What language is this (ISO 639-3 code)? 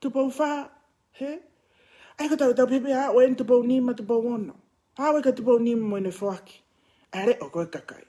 ton